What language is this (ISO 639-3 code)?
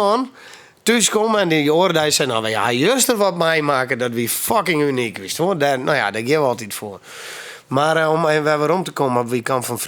fry